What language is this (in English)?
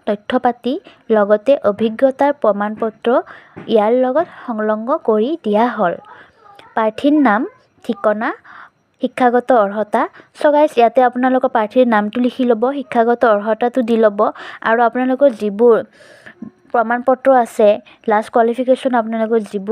Assamese